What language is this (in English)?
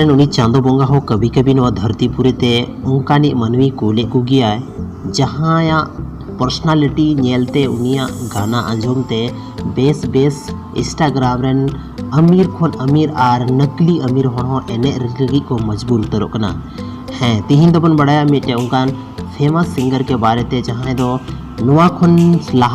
Santali